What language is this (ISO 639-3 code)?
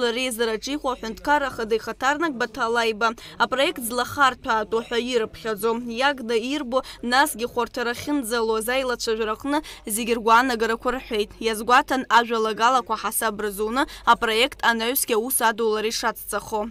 abk